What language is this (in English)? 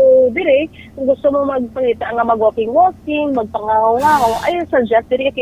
Hiligaynon